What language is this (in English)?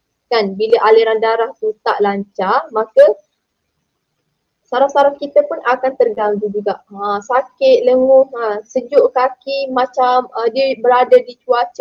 Malay